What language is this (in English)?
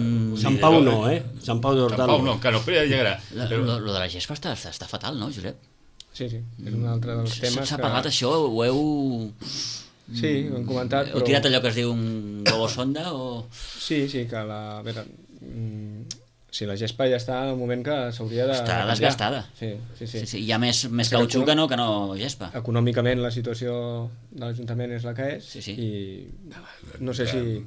Catalan